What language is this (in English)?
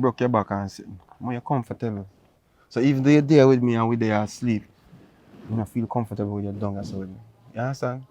Jamaican Creole English